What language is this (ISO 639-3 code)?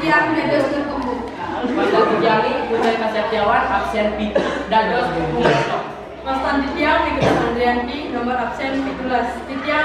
ban